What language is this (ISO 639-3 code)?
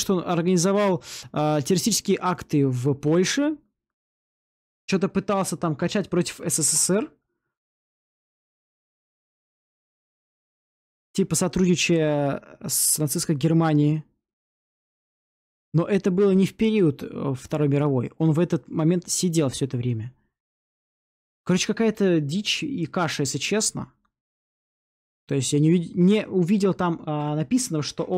rus